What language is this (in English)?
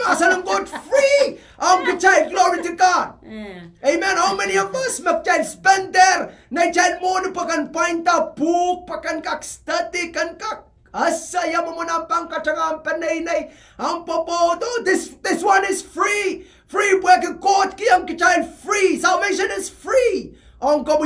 Pohnpeian